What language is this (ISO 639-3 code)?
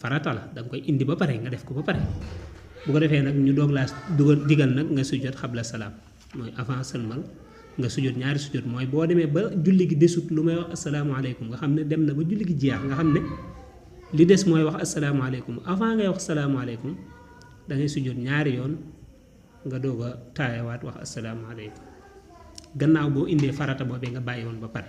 wol